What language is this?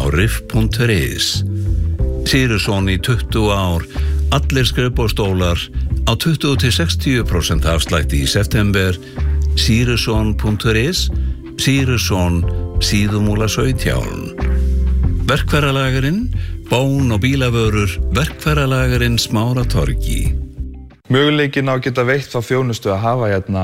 Icelandic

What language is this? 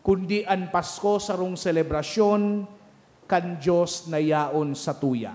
Bikol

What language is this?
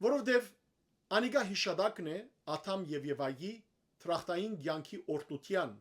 Western Armenian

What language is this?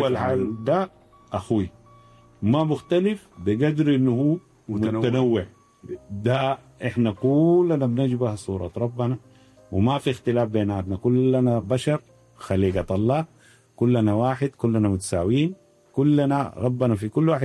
Sudanese Arabic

